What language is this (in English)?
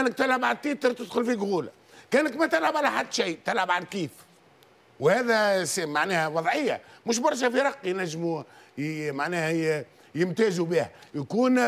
Tunisian Arabic